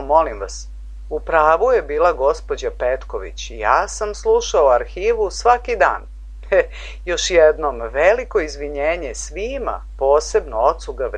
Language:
Serbian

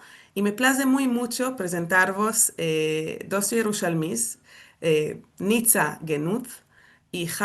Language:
Ladino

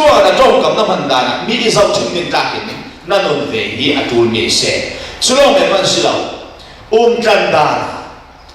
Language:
Falam Chin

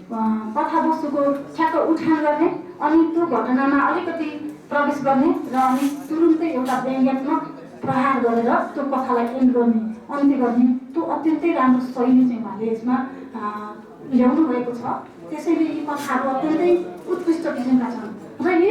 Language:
Nepali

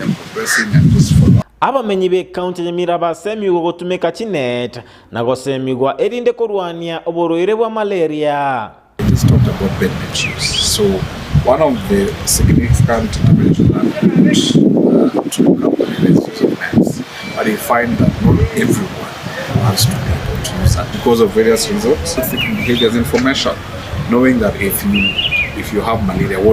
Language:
Gusii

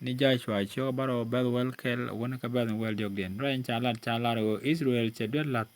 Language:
Nuer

